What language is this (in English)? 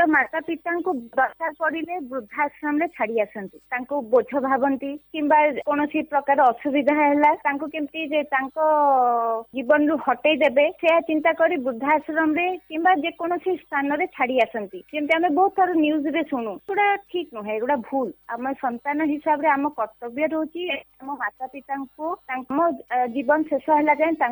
Odia